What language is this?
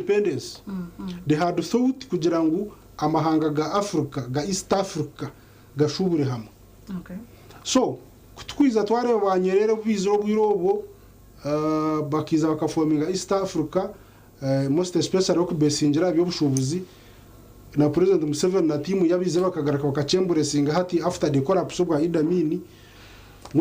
Nyankole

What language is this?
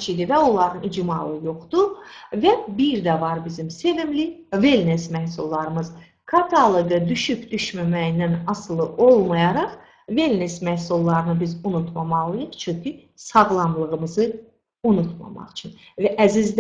Azerbaijani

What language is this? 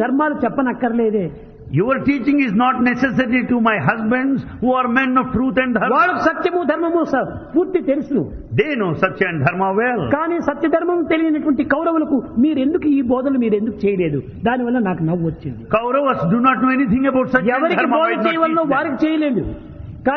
Telugu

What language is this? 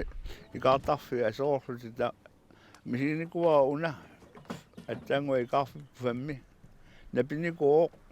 Kalaallisut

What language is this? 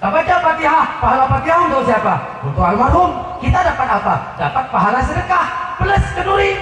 Achinese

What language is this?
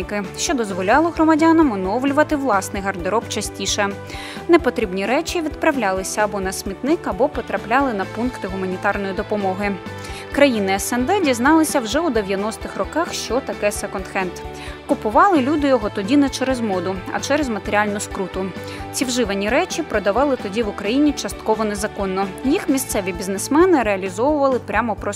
Ukrainian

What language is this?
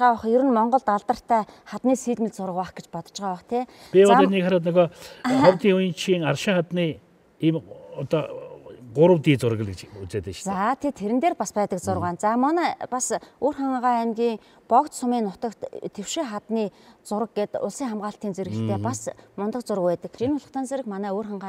Mongolian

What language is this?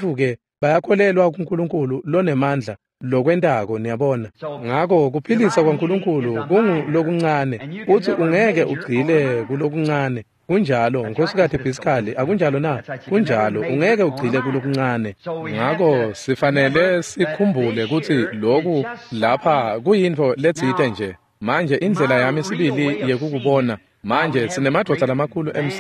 Swati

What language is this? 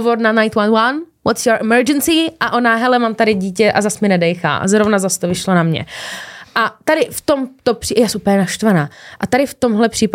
Czech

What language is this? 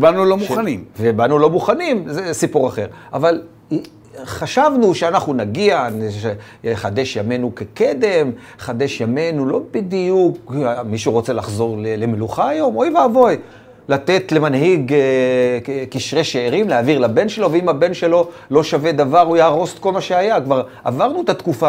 Hebrew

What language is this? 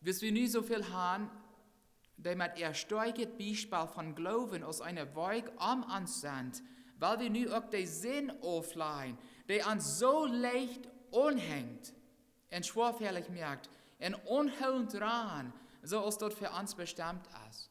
Plautdietsch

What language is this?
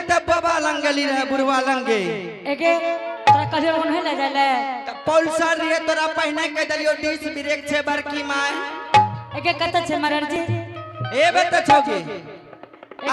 Angika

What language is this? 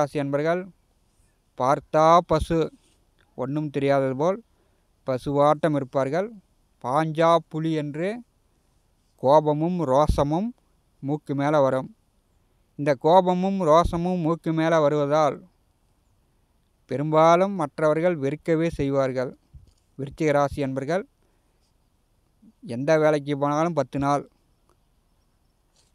Tamil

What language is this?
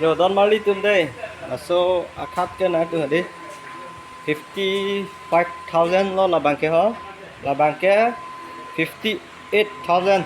Karbi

